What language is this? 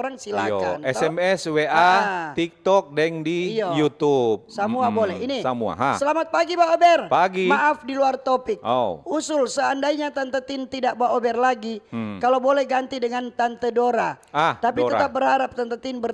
Manado Malay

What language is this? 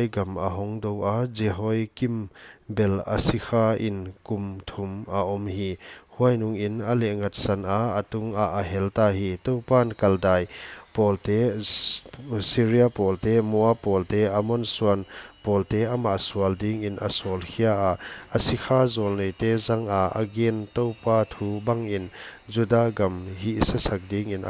Paite Chin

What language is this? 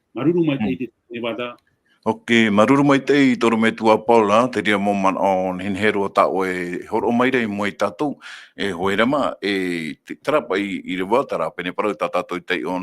Tahitian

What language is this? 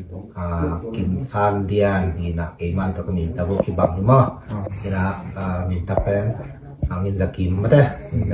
Tedim Chin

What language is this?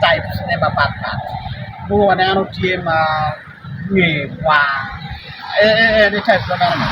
Acoli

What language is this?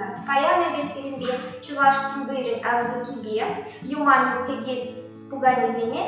Chuvash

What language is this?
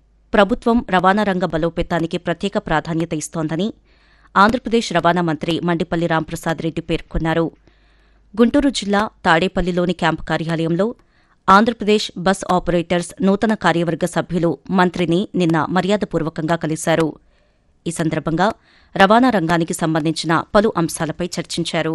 Telugu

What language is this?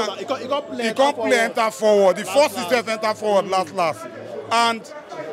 Nigerian Pidgin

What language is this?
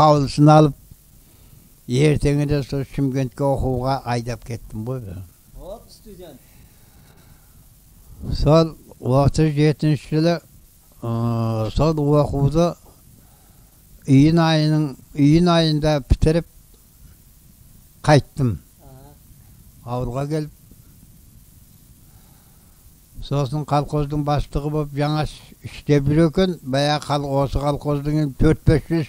Kazakh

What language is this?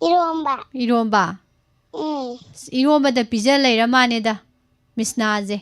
Manipuri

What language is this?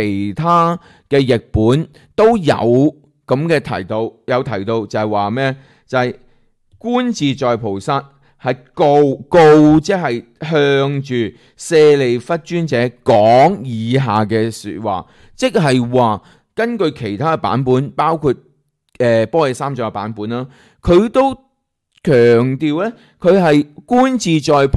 Cantonese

